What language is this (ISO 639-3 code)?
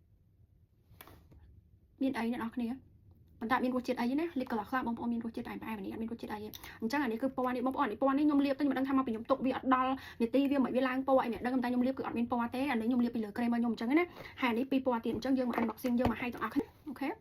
khm